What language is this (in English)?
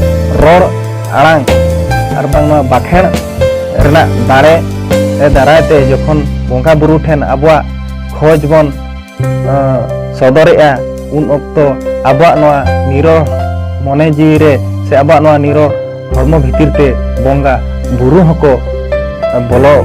Santali